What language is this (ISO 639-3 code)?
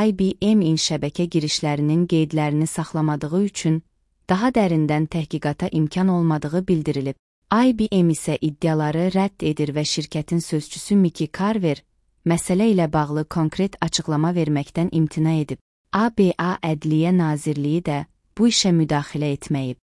aze